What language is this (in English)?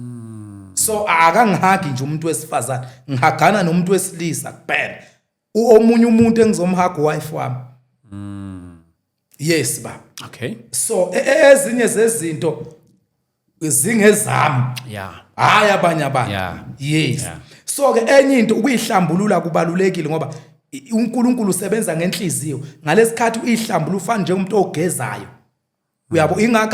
Zulu